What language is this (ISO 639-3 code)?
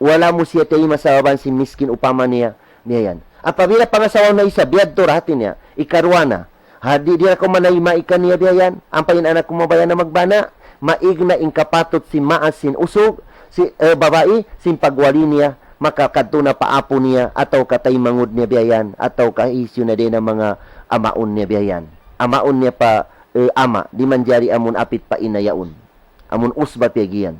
tsg